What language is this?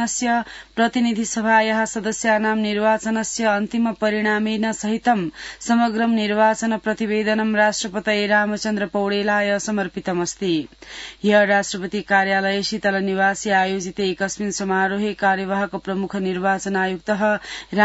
Sanskrit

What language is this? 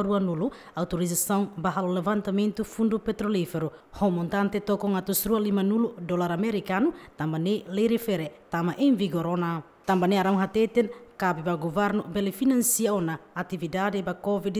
Tetum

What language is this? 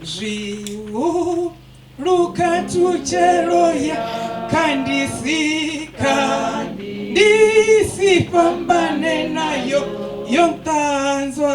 Venda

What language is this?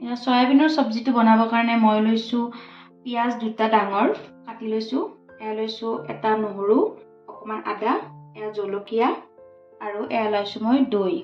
Assamese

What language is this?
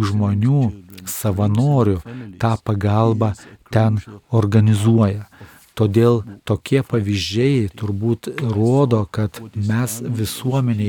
Lithuanian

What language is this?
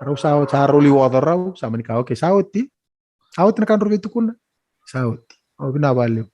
Fijian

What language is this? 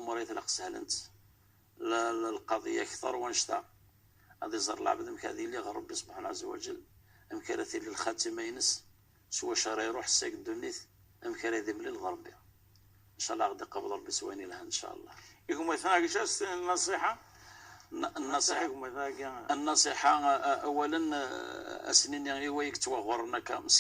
Kabyle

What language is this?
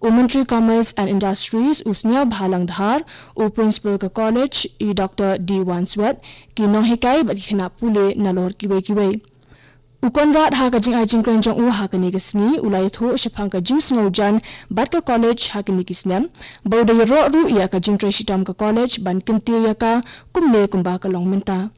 Khasi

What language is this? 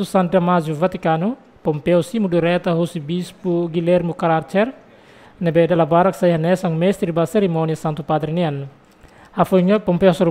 Tetum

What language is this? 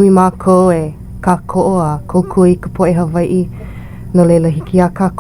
Hawaiian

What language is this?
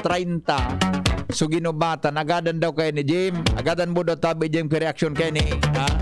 Bikol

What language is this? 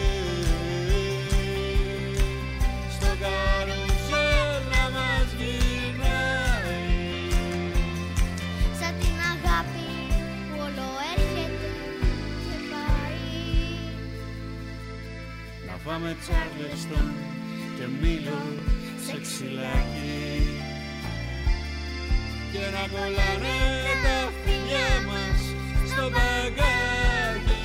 Greek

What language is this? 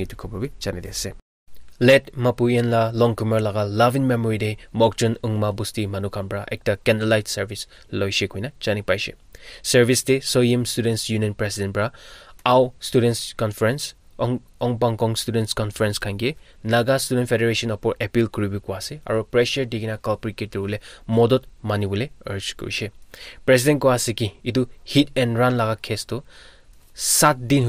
Naga Pidgin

